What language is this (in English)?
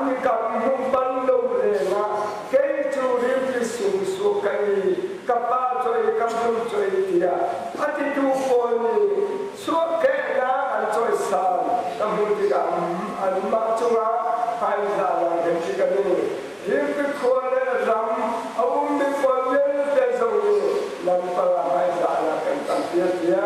Hakha Chin